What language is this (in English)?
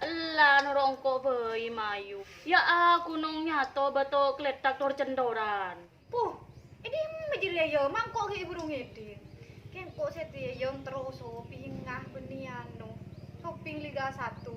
Madurese